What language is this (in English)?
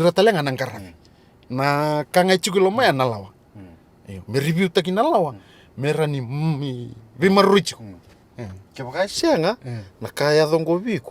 Fijian